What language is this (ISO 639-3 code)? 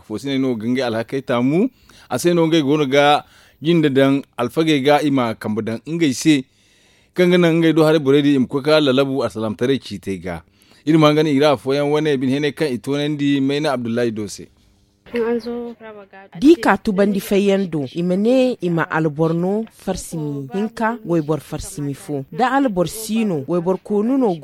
dje